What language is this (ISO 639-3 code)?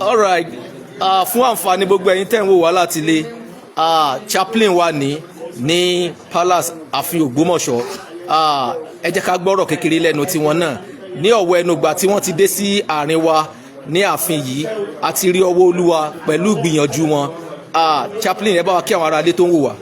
yor